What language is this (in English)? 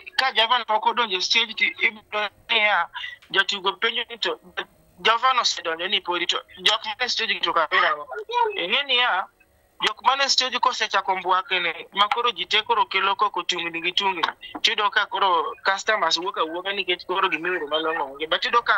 Luo (Kenya and Tanzania)